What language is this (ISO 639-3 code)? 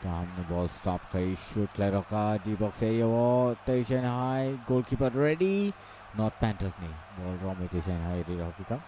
trp